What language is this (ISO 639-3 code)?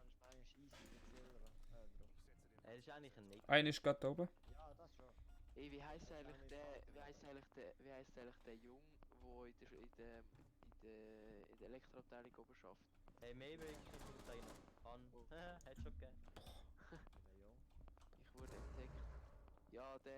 gsw